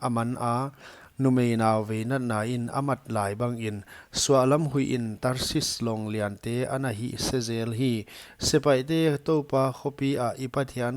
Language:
Paite Chin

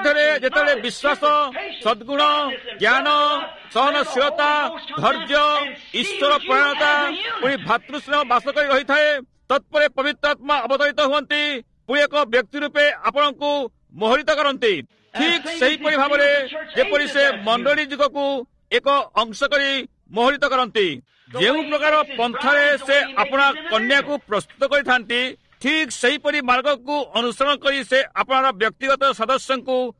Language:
Odia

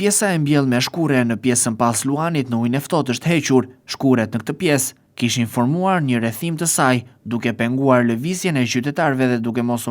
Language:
Albanian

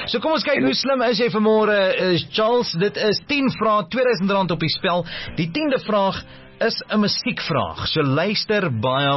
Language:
Afrikaans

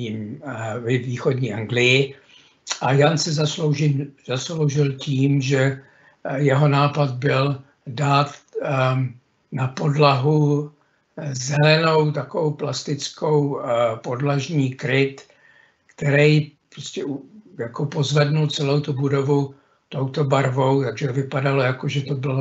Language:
Czech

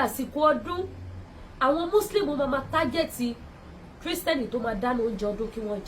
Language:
Yoruba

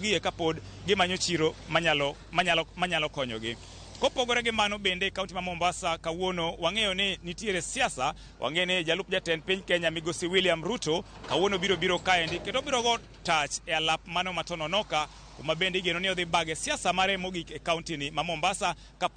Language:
Luo (Kenya and Tanzania)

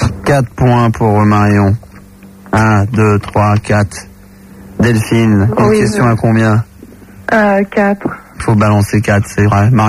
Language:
French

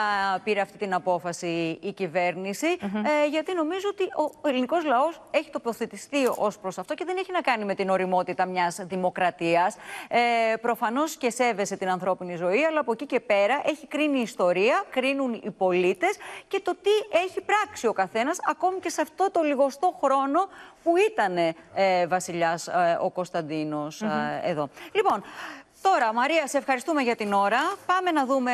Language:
Greek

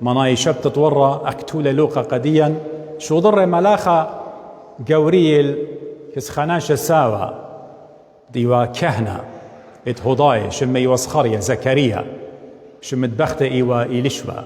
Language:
Assyrian Neo-Aramaic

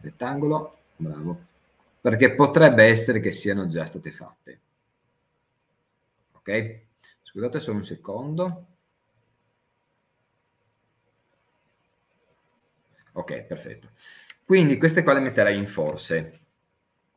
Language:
Italian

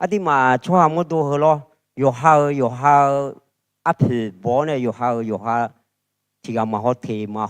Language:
Akha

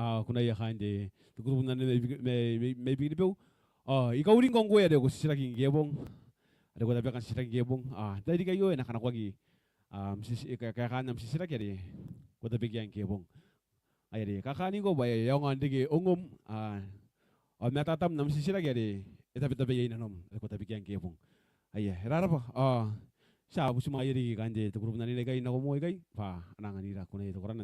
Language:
Gilbertese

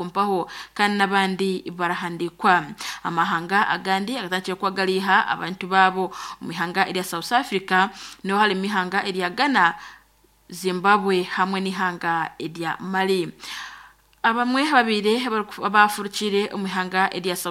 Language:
Nyankole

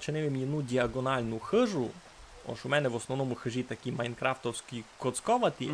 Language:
Rusyn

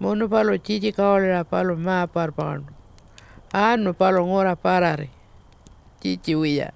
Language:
Pitjantjatjara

